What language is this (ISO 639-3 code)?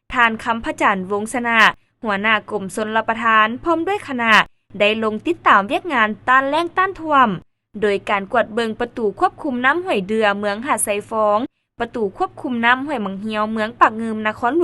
lao